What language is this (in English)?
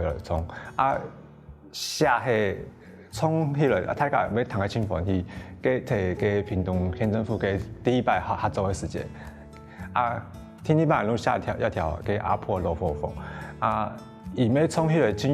Hakka Chinese